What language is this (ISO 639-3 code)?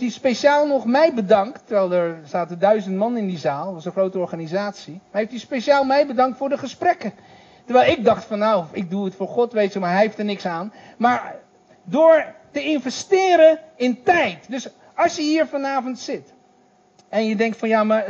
nld